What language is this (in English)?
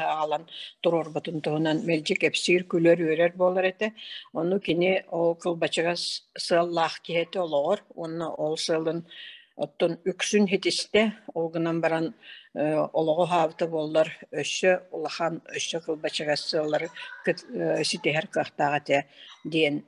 Yakut